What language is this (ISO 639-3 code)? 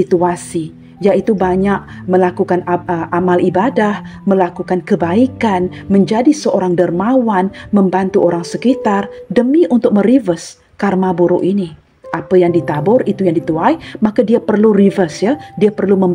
msa